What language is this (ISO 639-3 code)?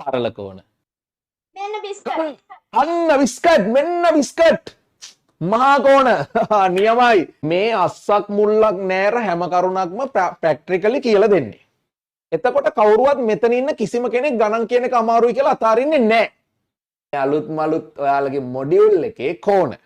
sin